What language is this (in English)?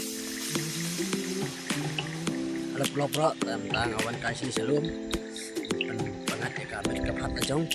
Khasi